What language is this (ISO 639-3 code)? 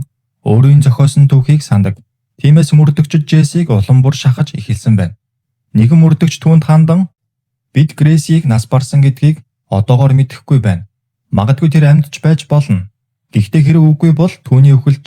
mon